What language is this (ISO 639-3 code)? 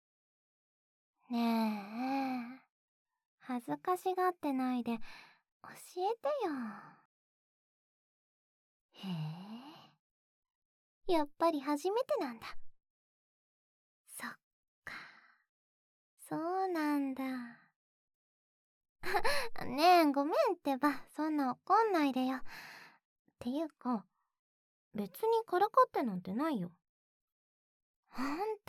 jpn